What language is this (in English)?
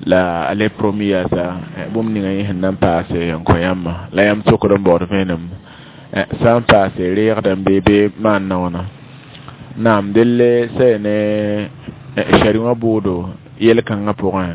Mossi